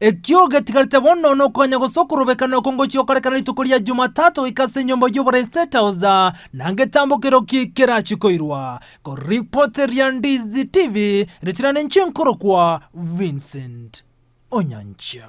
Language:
Gusii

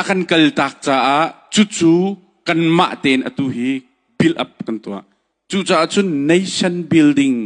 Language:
Hakha Chin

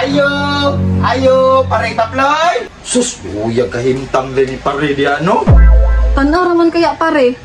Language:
Cebuano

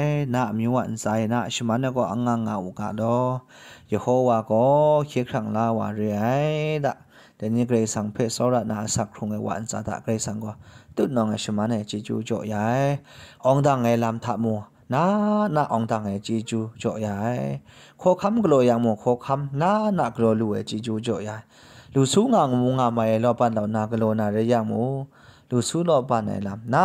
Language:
Kachin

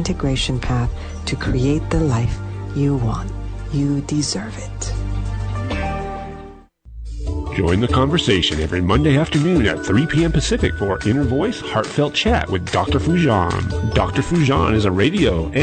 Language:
English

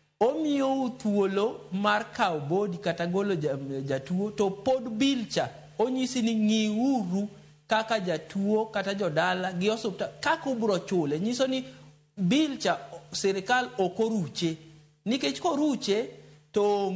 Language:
Luo (Kenya and Tanzania)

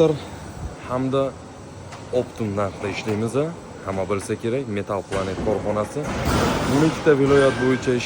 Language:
Uzbek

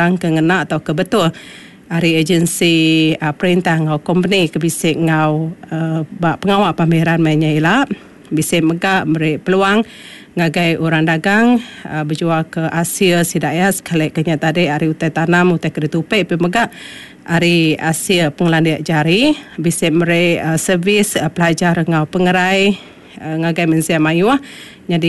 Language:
Iban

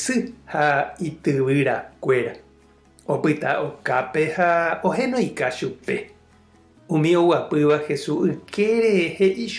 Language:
Guarani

